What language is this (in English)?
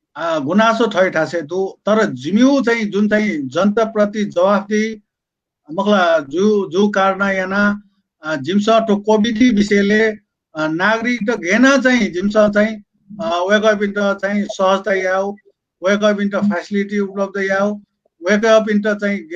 Newari